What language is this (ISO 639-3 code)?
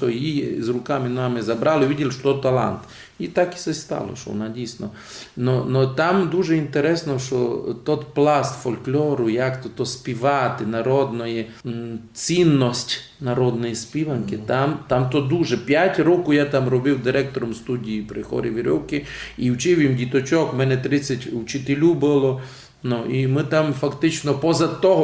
rue